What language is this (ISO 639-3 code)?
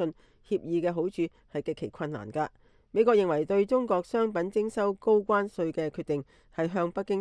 yue